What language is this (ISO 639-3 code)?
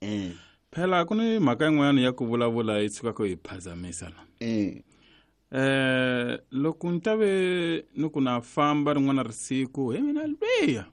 tso